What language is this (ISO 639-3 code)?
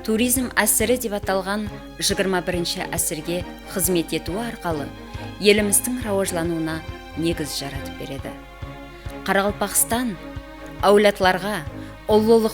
kaa